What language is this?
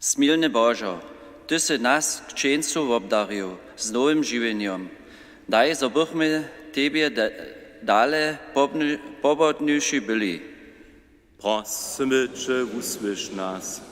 Upper Sorbian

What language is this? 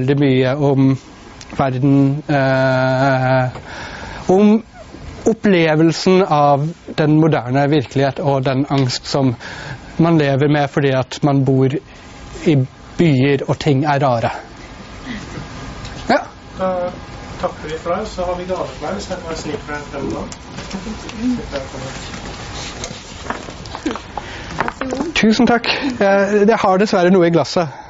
Norwegian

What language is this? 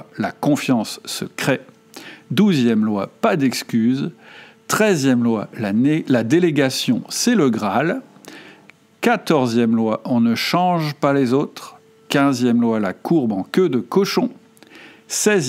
French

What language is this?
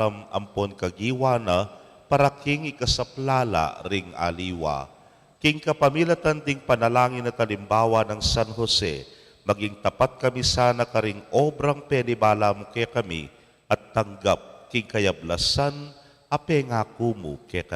Pampanga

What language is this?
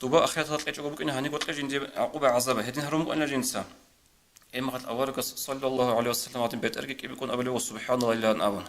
Avaric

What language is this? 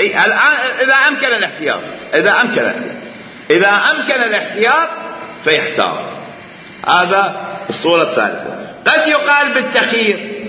Mesopotamian Arabic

